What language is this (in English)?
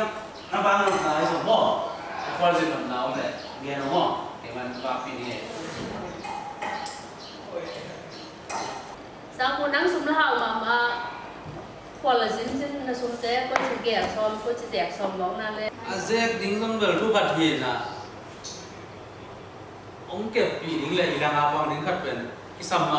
Vietnamese